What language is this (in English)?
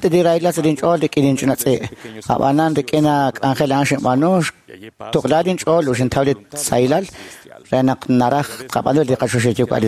Kekchí